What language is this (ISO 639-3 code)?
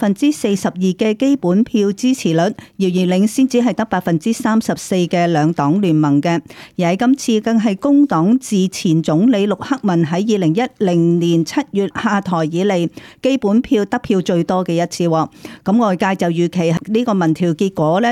yue